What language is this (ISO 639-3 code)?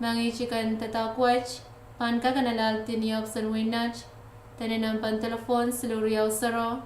pon